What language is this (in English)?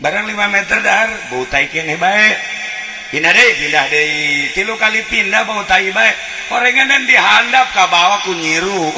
Sundanese